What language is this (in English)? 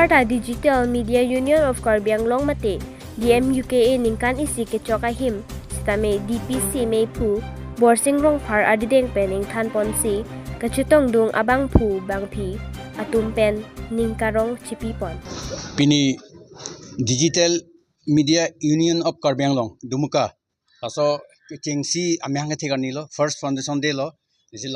Karbi